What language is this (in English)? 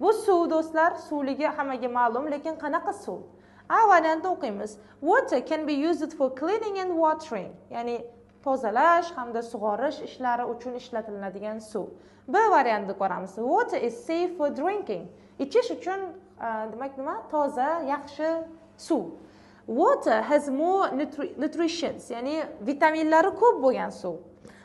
Uzbek